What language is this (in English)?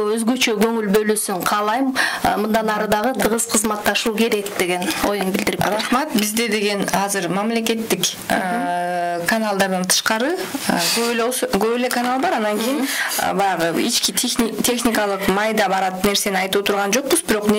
Kyrgyz